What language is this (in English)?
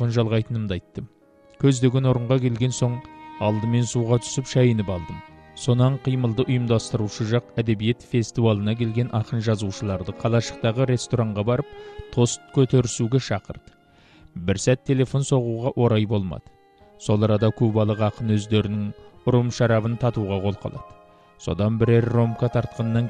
Kazakh